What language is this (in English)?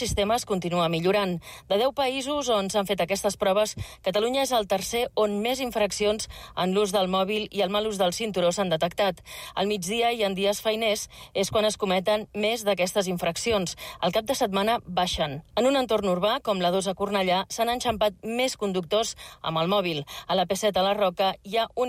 Catalan